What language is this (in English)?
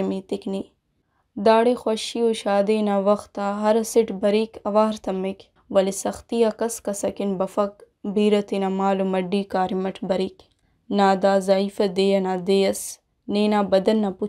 Brahui